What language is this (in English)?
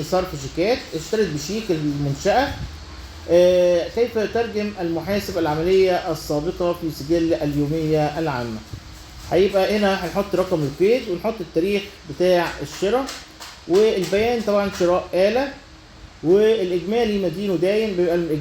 Egyptian Arabic